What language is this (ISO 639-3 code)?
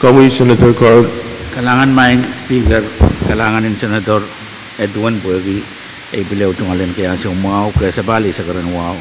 pon